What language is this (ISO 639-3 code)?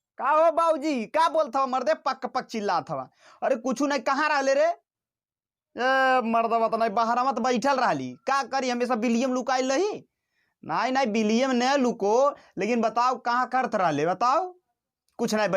bho